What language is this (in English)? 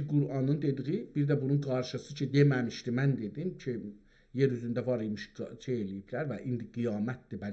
South Azerbaijani